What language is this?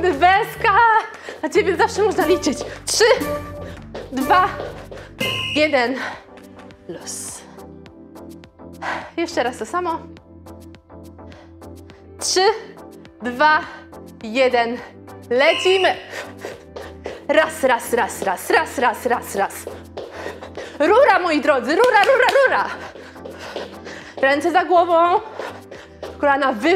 Polish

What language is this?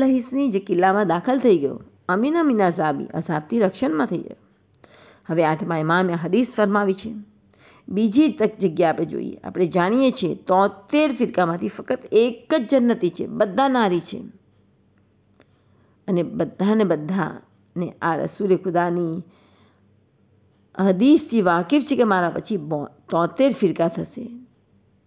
Gujarati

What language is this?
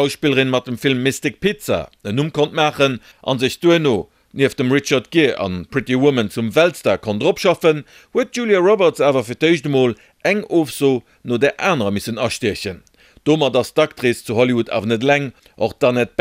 Luxembourgish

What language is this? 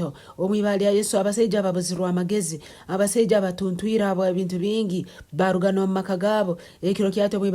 Nyankole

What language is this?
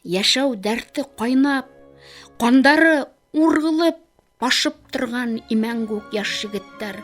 Bashkir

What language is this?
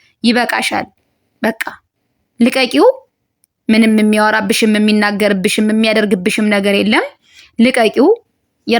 Amharic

